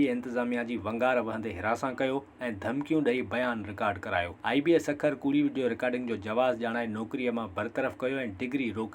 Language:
Sindhi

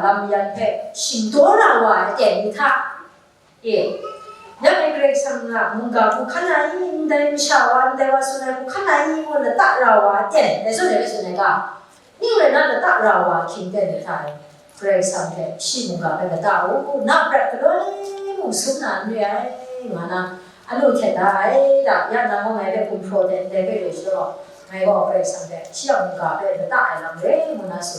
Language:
Kachin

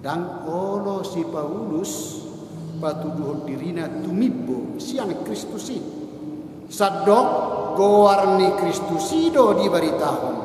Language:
Batak Toba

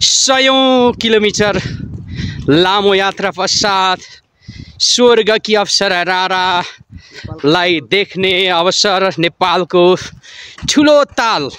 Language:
Nepali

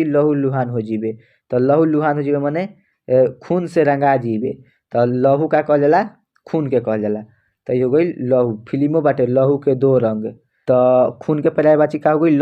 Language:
Bhojpuri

